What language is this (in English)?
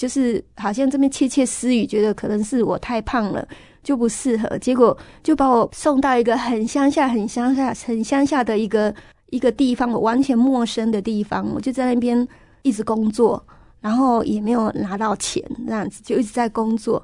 Chinese